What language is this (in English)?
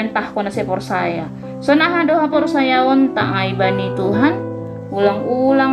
Batak Simalungun